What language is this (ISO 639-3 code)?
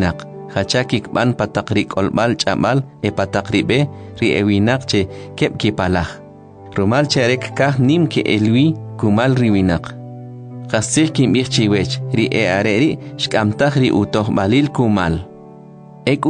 quc